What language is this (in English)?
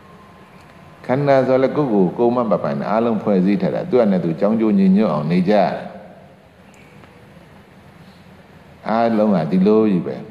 Burmese